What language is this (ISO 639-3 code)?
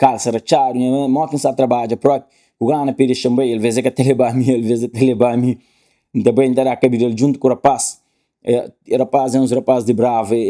kea